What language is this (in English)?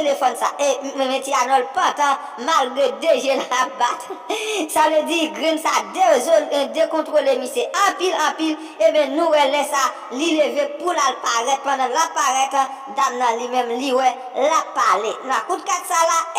Haitian Creole